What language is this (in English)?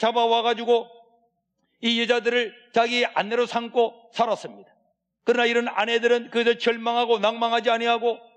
Korean